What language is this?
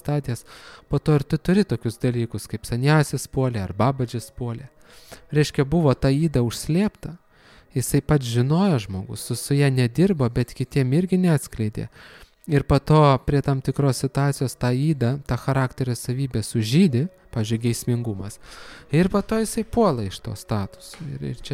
Lithuanian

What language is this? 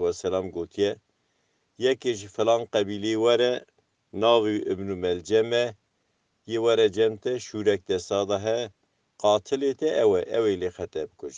Kurdish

